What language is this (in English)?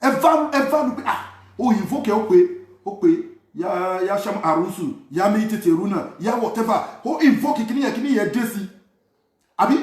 Yoruba